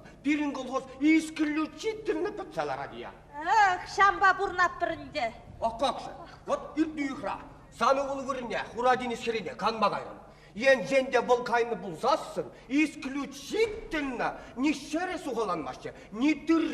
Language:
Chuvash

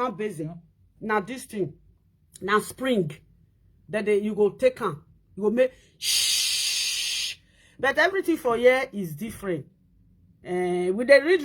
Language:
Nigerian Pidgin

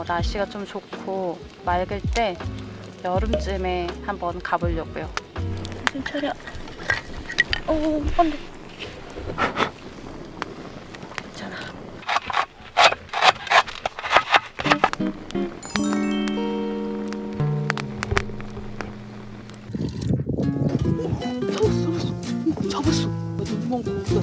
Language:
Korean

